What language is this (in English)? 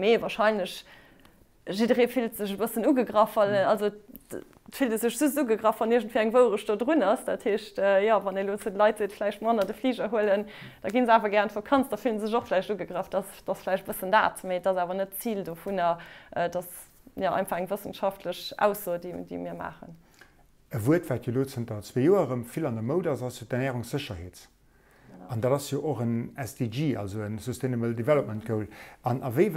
Luxembourgish